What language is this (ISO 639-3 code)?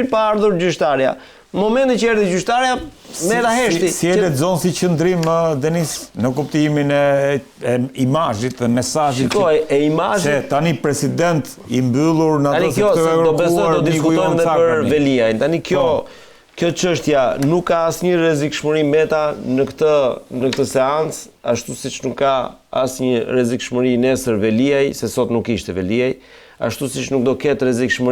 sqi